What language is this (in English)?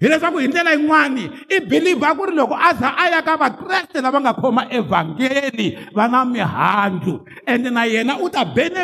Tsonga